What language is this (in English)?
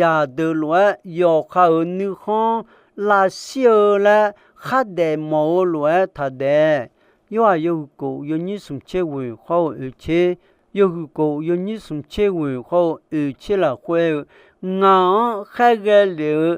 Akha